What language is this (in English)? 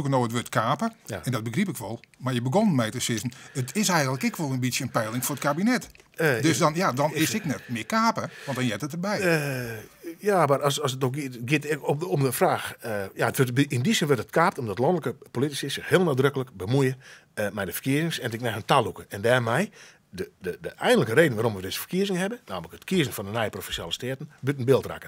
Western Frisian